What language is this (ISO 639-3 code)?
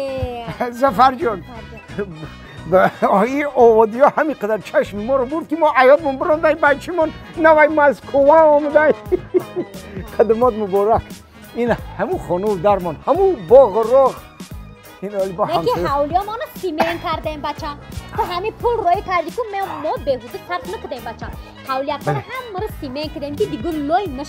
tgk